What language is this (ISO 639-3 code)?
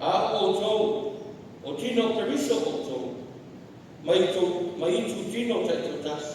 smo